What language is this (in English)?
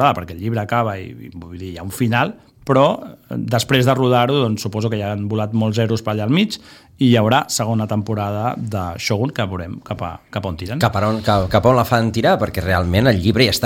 Catalan